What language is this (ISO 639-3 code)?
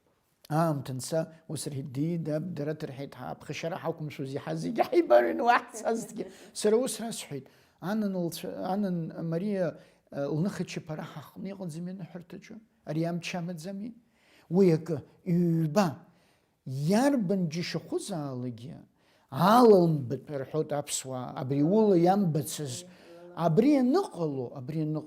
abk